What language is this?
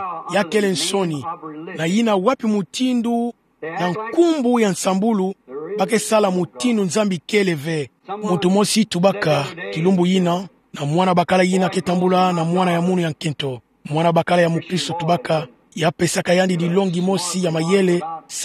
Kituba (Democratic Republic of Congo)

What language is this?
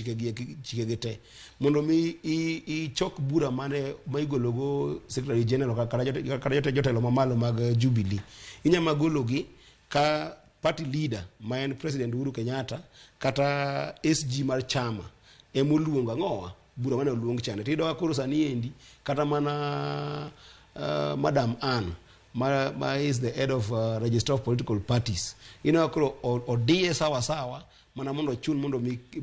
Luo (Kenya and Tanzania)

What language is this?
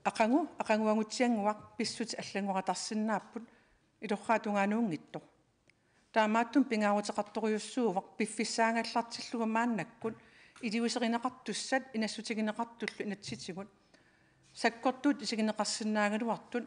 Kalaallisut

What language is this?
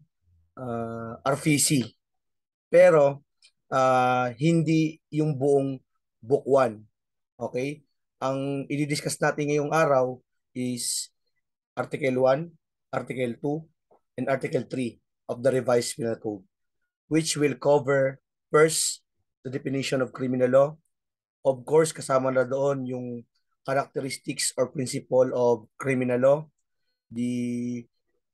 Filipino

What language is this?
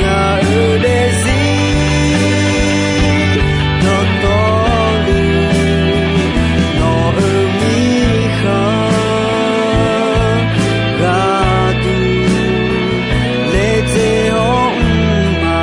Akha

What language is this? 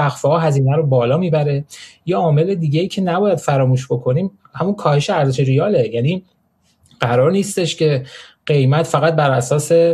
Persian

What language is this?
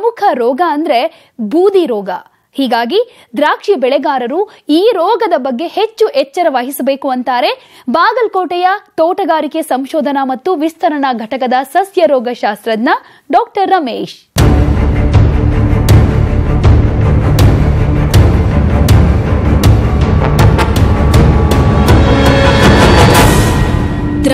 Kannada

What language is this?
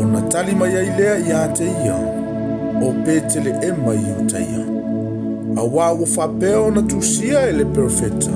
Samoan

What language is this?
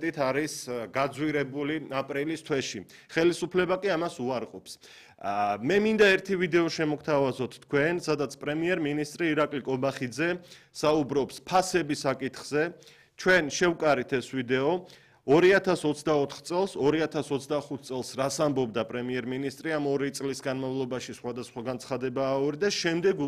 Georgian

